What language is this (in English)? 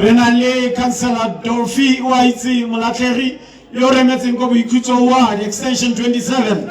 Tswana